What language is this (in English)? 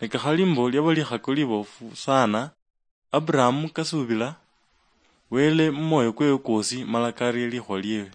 Luyia